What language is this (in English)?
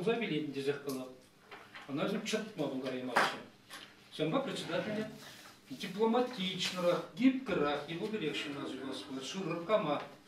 Chuvash